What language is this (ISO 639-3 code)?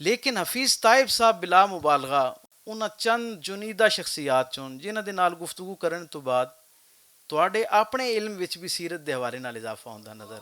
lah